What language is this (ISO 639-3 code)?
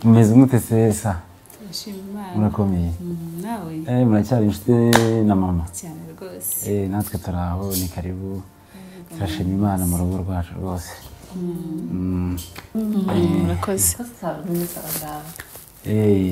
kin